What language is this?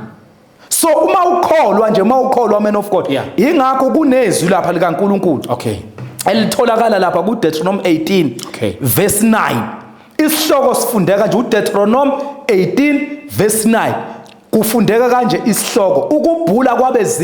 Zulu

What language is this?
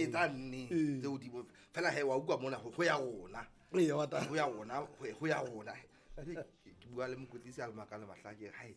Southern Sotho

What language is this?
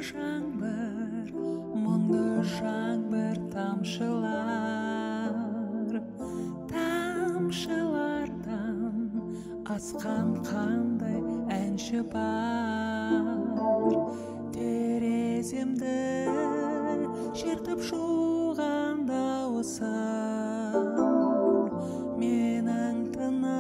Kazakh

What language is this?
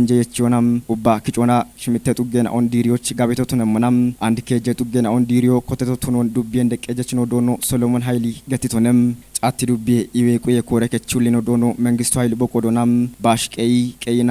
Kafa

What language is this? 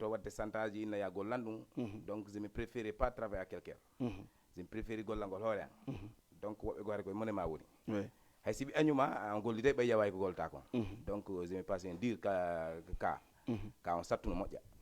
Fula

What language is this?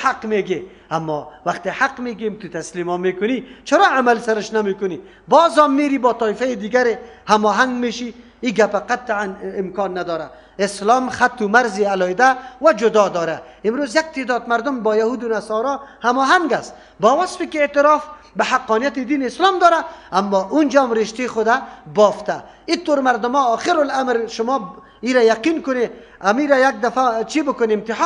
Persian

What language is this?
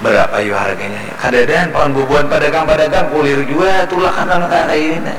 Banjar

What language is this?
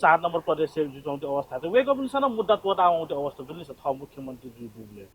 Newari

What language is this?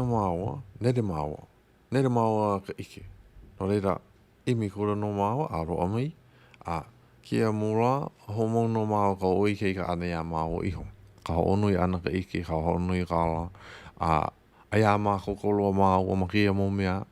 Hawaiian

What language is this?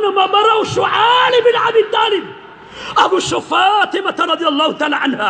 Maranao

